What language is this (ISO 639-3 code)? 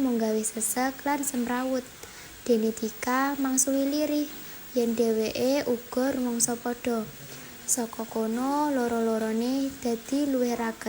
jav